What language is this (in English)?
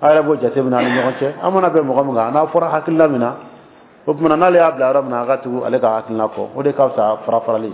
Dyula